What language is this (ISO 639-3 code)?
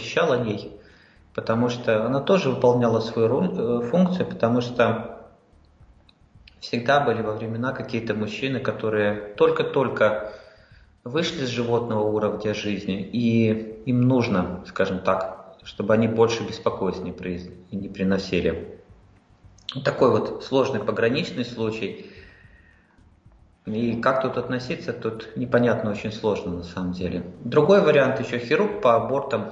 rus